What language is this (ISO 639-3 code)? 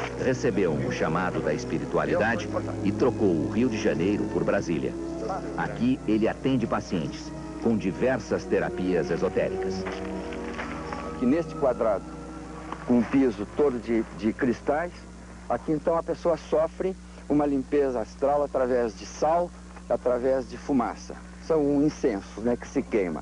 por